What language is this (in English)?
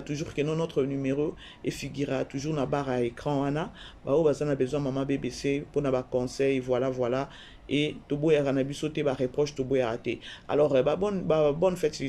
Lingala